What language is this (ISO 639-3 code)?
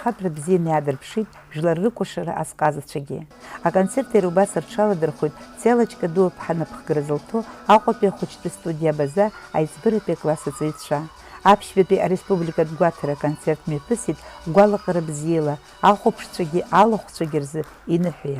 abk